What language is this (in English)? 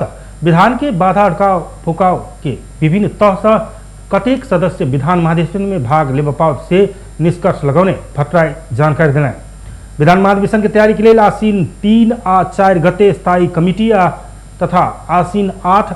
Maithili